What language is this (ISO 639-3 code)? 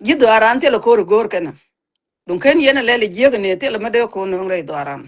nus